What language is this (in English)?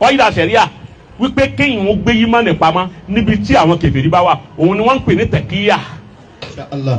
Yoruba